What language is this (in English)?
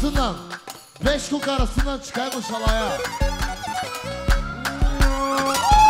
Turkish